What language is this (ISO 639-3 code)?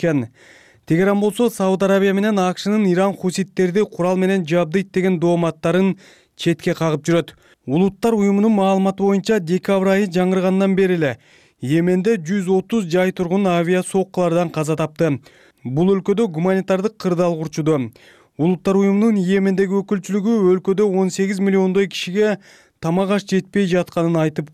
kir